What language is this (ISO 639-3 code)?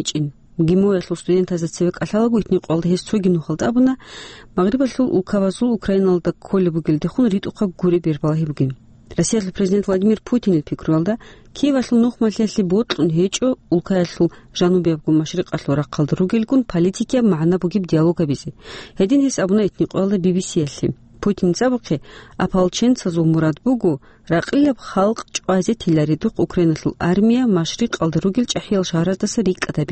ava